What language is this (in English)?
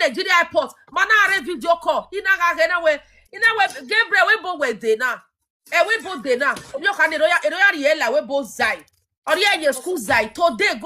Nigerian Pidgin